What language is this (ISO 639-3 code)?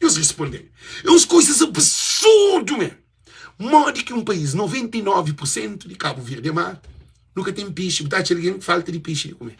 kea